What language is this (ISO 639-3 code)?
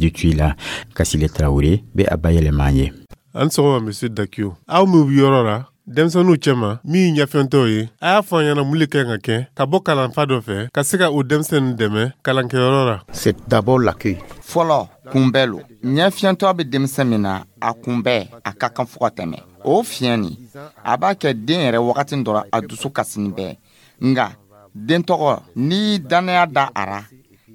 dyu